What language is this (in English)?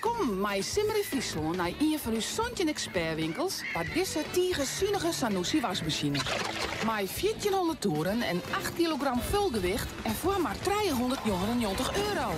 Western Frisian